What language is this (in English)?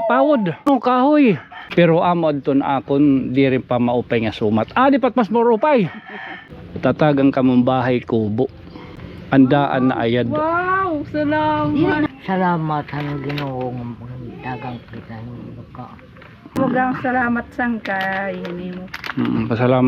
Waray